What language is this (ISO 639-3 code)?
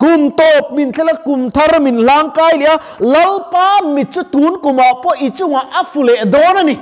lus